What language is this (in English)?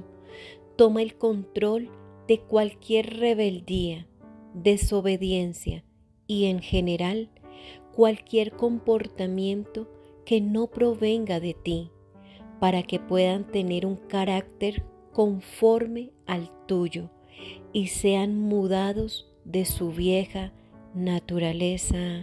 Spanish